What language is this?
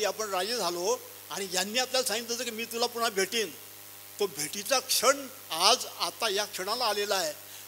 Marathi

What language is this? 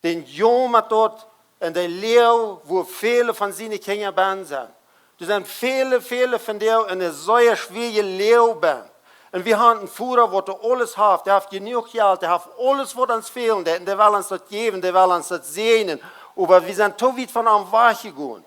Plautdietsch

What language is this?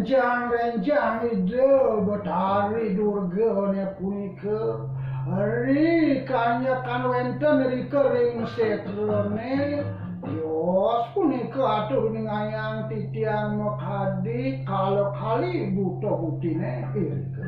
Balinese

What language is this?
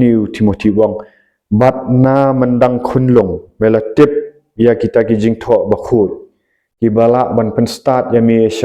Khasi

